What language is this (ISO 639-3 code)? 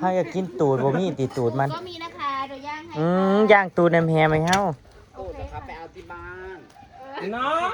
tts